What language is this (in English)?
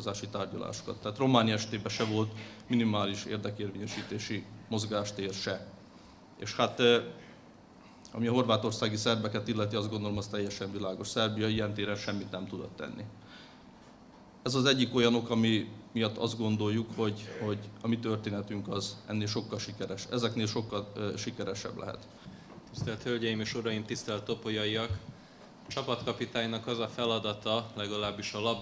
Hungarian